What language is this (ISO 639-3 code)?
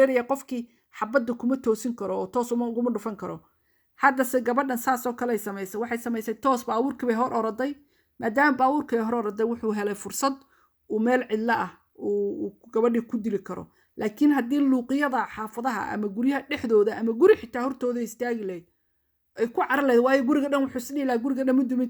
som